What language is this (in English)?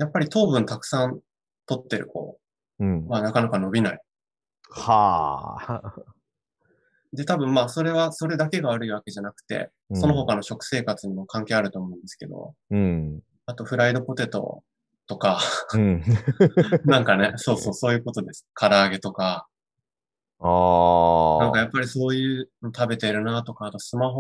Japanese